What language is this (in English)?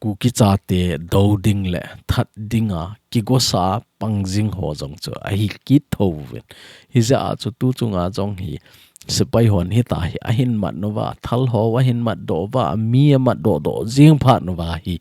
Thado Chin